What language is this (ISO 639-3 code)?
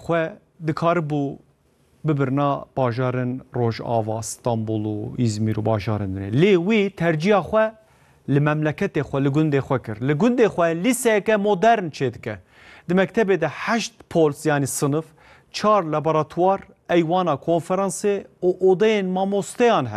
kur